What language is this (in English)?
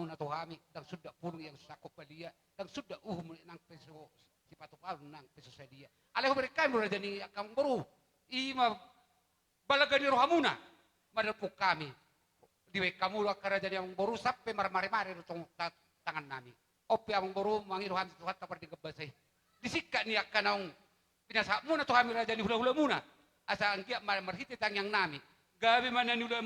Batak Toba